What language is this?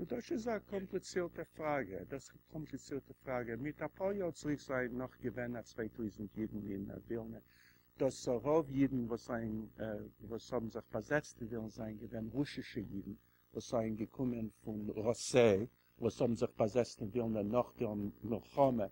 Yiddish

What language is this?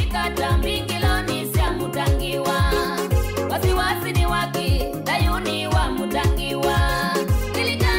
Kamba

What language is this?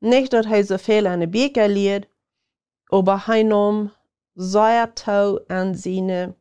Plautdietsch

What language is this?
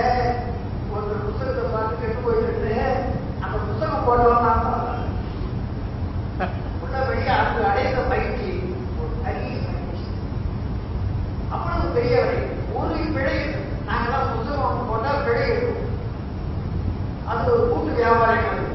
Tamil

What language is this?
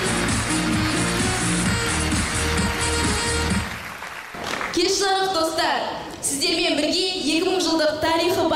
Kazakh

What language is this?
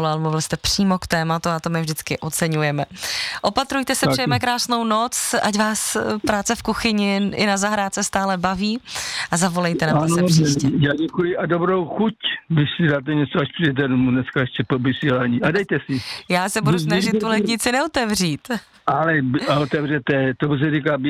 Czech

